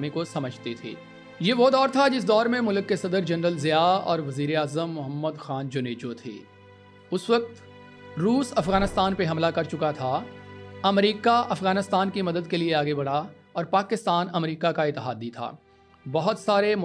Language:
Urdu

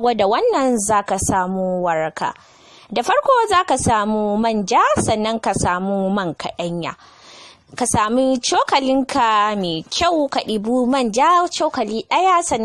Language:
Hausa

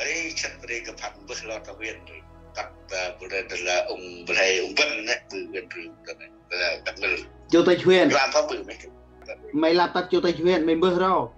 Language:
Central Mnong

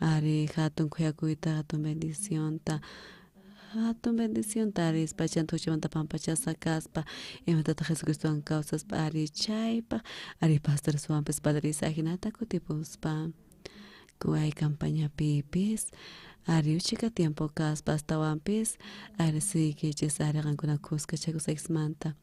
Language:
South Bolivian Quechua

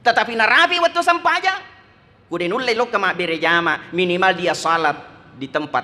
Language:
Buginese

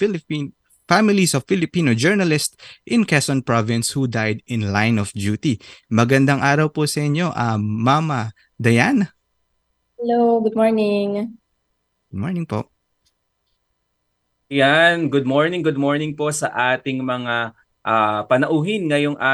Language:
Filipino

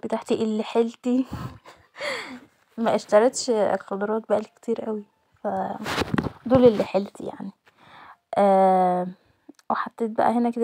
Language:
Egyptian Arabic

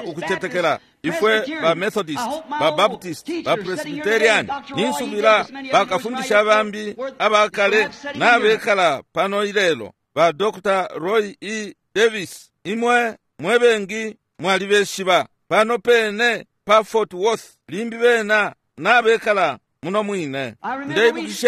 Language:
Bemba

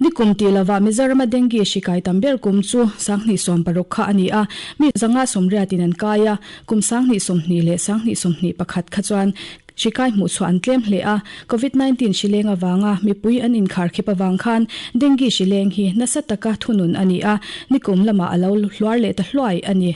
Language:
Mizo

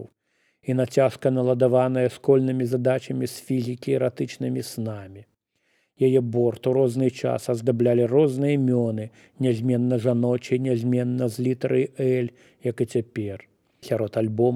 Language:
Belarusian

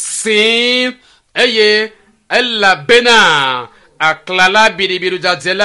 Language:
Ewe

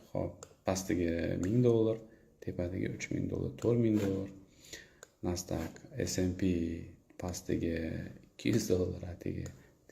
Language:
Uzbek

